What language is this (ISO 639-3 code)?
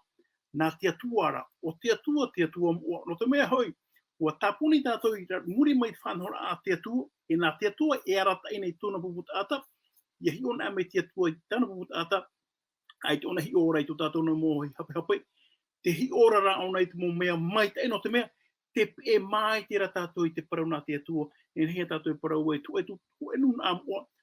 tah